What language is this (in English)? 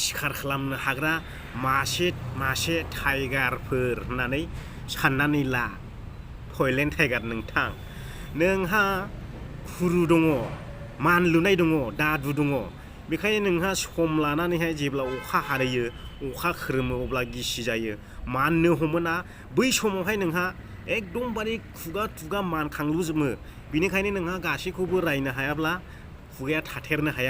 Bodo